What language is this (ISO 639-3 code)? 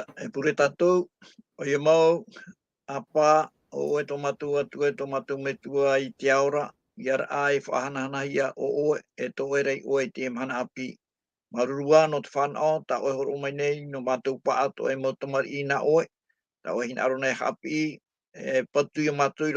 tah